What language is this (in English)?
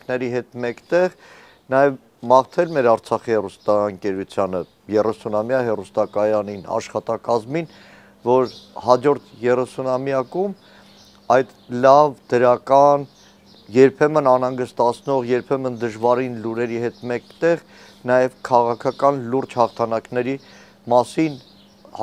Armenian